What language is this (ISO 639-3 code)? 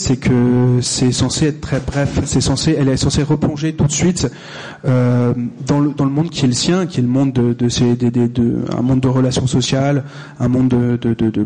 fra